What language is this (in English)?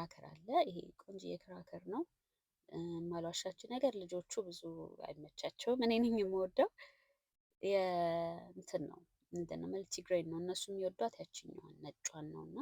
Amharic